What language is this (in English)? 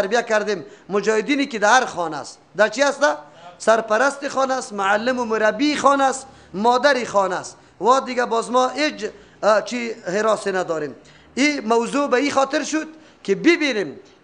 Persian